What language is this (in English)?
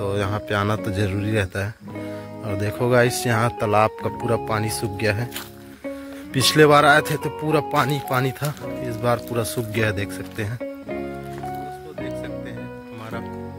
Hindi